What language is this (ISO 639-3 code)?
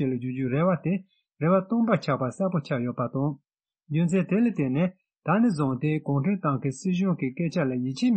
bod